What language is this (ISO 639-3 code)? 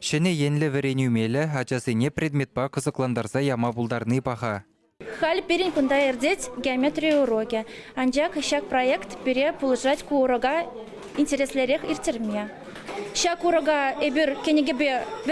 chv